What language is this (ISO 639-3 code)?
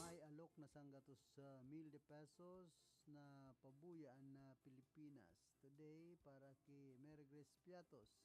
bik